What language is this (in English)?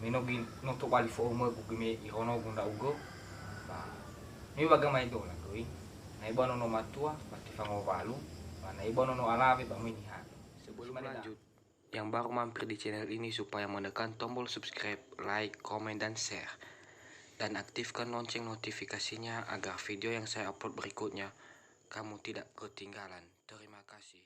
Nias